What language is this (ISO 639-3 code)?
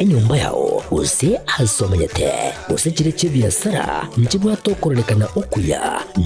guz